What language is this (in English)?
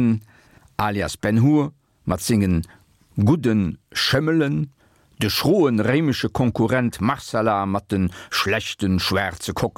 Luxembourgish